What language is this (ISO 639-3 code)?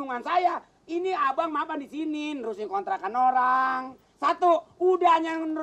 bew